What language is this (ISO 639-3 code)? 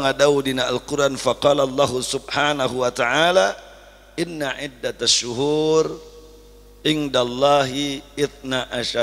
sun